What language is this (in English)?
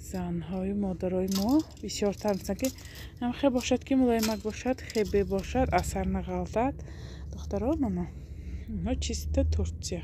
Tajik